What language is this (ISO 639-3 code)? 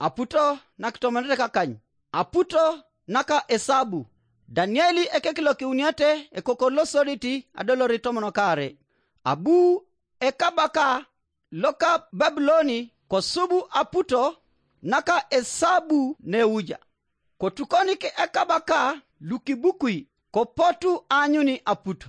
teo